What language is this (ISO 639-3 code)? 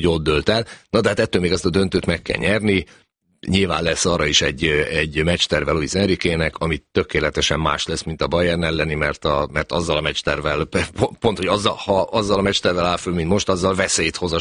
hun